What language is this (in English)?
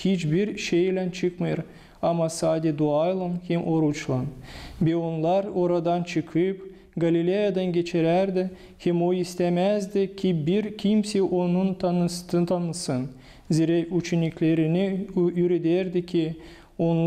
Gagauz